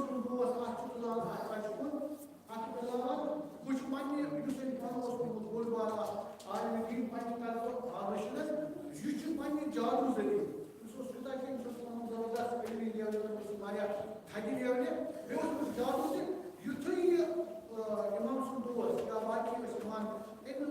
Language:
Kashmiri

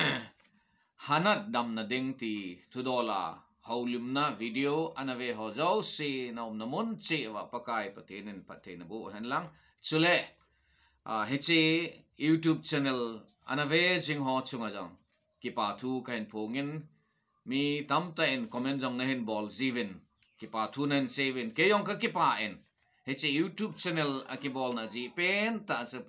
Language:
Thado Chin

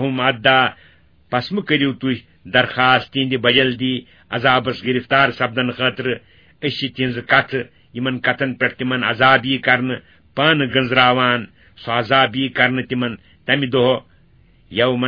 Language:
Kashmiri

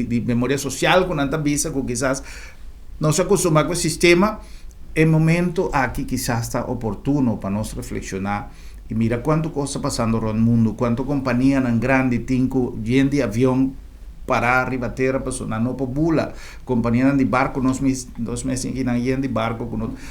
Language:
Papiamento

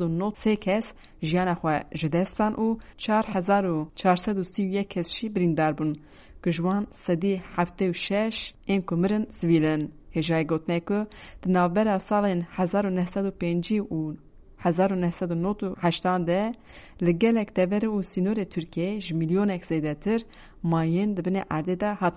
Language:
Kurdish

